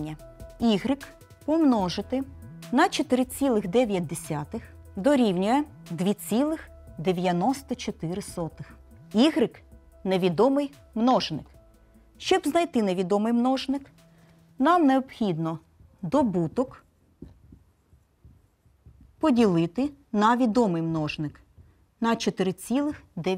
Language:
Ukrainian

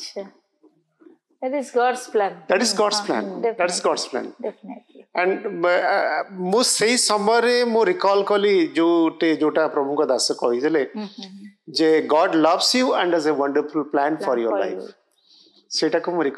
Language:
Odia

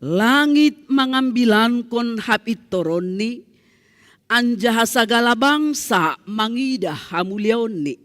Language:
Batak Simalungun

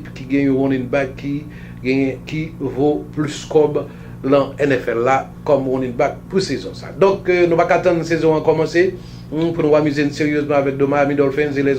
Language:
Haitian Creole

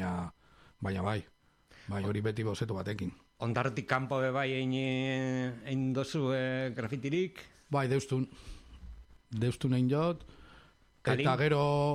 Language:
Basque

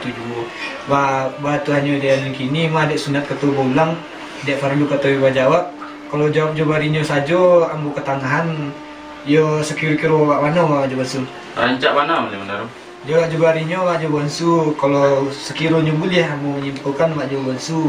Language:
Minangkabau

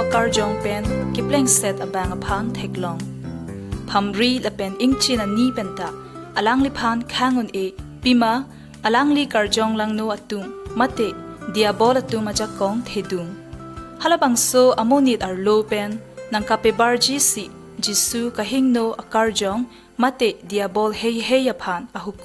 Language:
Karbi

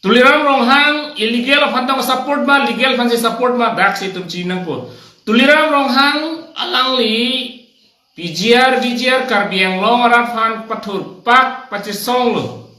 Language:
Karbi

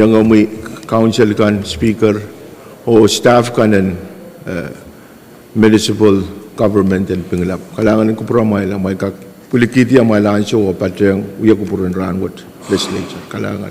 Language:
Pohnpeian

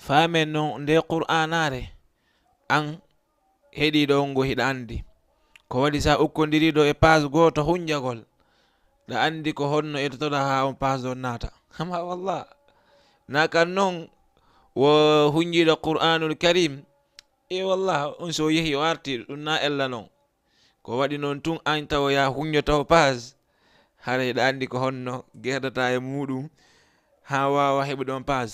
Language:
Fula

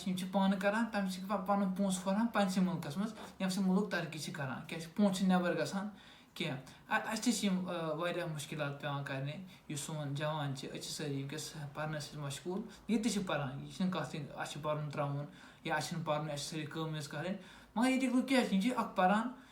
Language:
Kashmiri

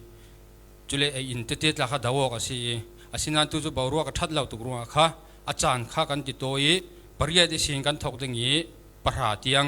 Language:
Falam Chin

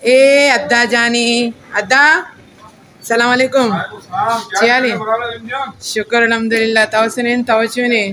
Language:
Baluchi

